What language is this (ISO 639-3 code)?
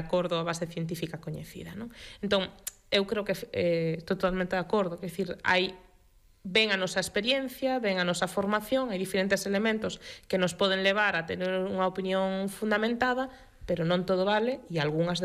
glg